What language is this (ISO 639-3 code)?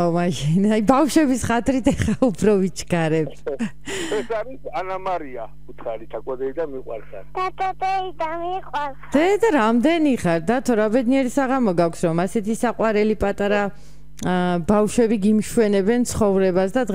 kat